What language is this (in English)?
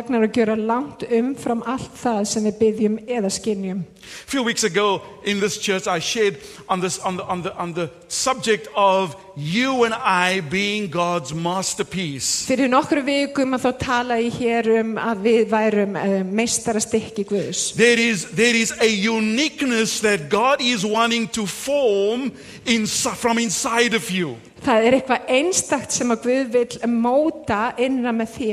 Icelandic